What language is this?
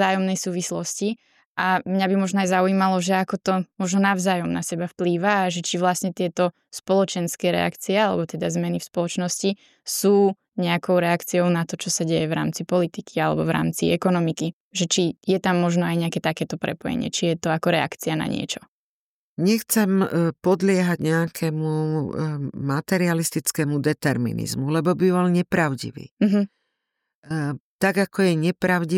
Slovak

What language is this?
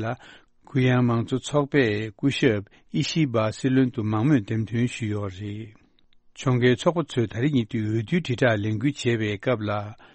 Tibetan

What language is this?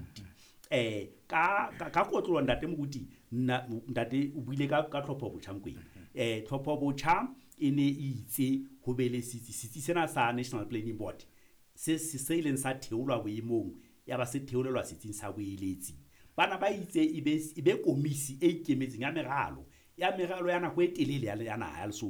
Southern Sotho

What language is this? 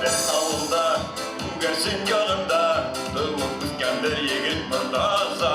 Bashkir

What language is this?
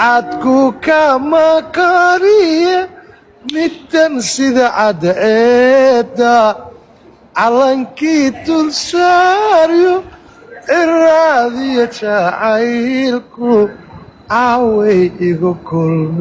Somali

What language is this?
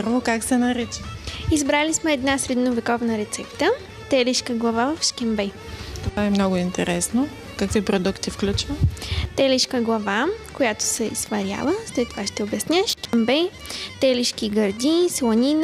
Bulgarian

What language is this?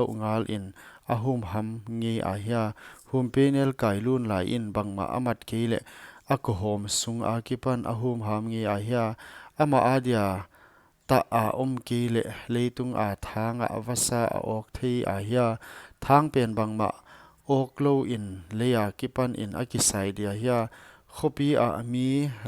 Paite Chin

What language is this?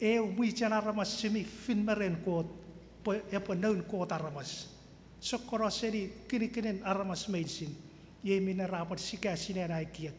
Chuukese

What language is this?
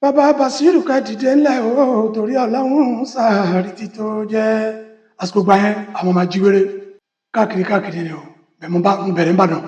Yoruba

